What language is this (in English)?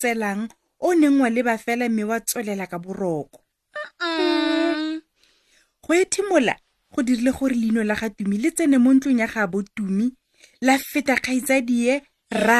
Tswana